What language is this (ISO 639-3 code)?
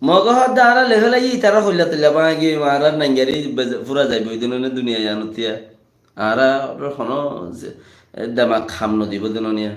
rhg